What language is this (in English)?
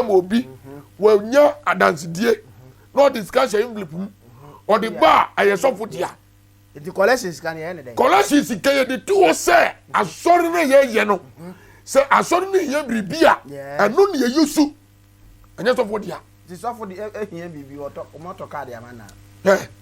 Akan